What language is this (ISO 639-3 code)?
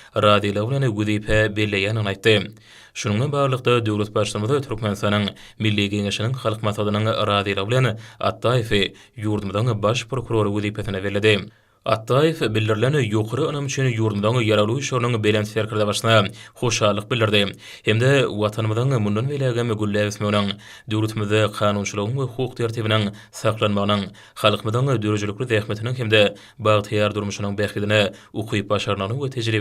tuk